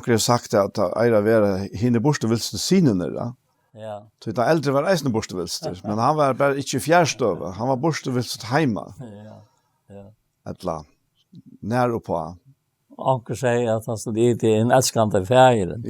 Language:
Faroese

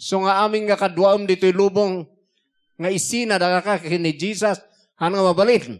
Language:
Iloko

